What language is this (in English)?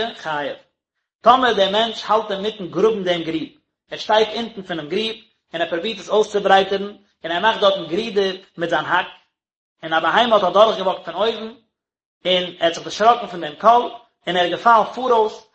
Yiddish